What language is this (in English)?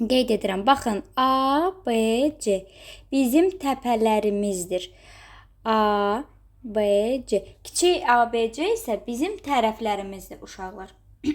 Azerbaijani